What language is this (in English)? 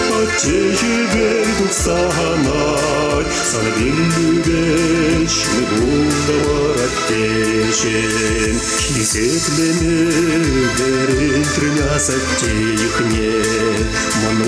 Chuvash